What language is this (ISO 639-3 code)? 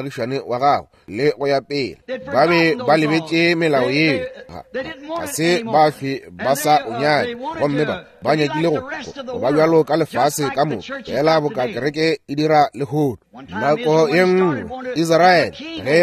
nso